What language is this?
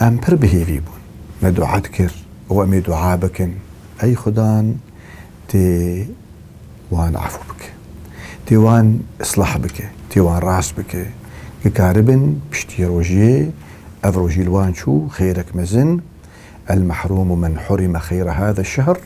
Kurdish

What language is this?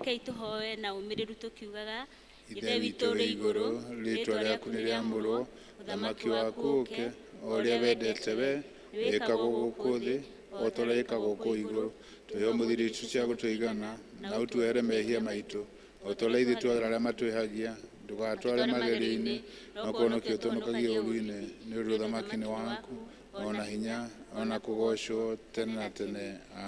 Kikuyu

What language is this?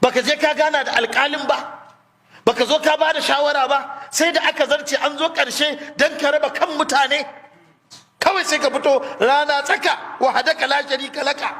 Hausa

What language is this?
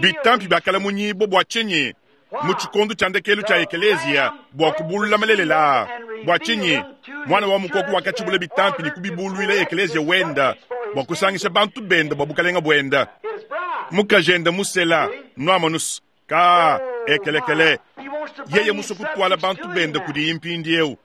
Luba-Lulua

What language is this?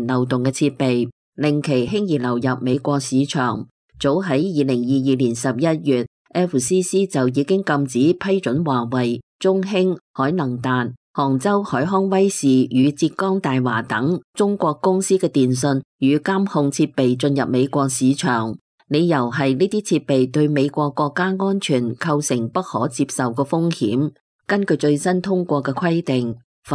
Cantonese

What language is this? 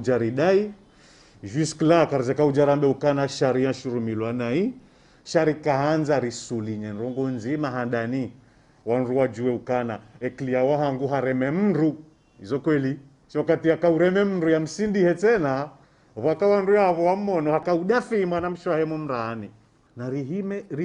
Ngazidja Comorian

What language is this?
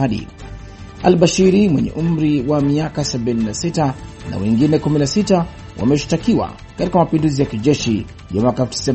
Swahili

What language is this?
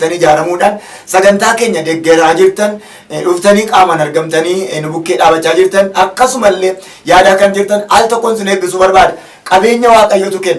Oromo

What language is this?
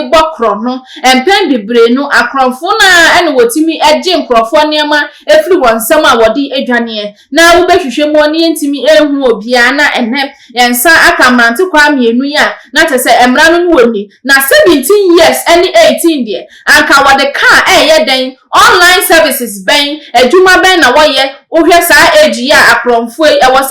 Akan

